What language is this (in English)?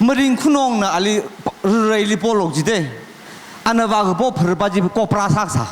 Tangkhul Naga (India)